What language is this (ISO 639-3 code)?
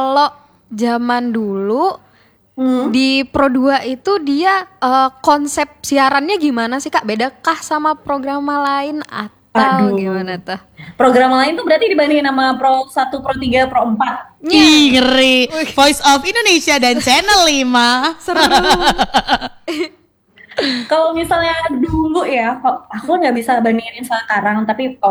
ind